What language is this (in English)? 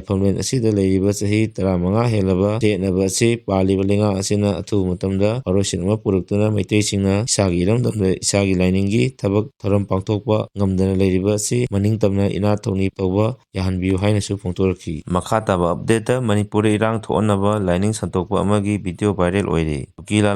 Manipuri